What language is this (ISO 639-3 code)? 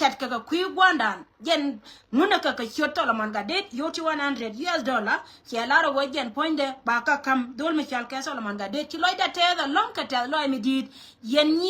nus